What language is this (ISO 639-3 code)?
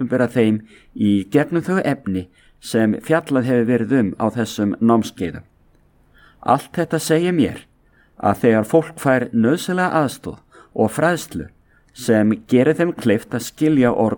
isl